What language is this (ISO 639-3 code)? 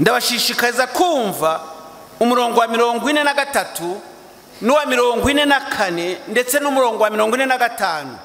kin